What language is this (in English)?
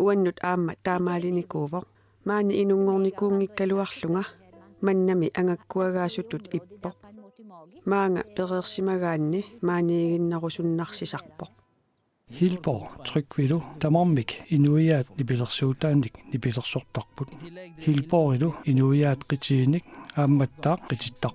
Kalaallisut